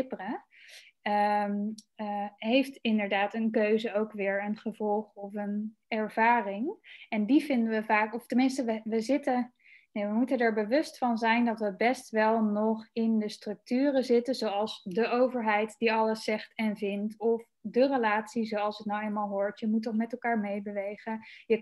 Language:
Dutch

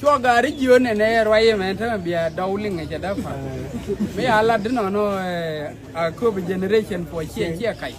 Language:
Nuer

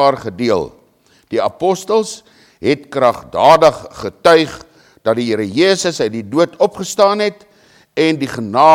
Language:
Afrikaans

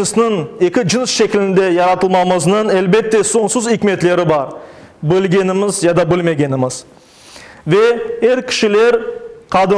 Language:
Crimean Tatar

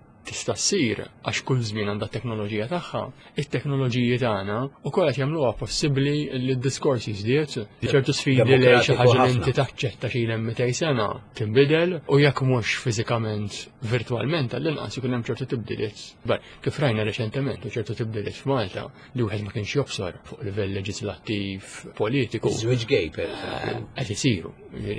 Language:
Maltese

